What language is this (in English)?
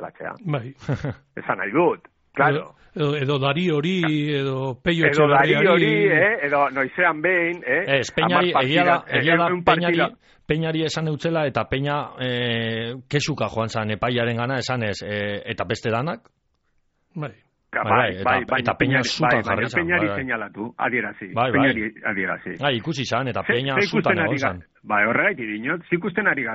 Basque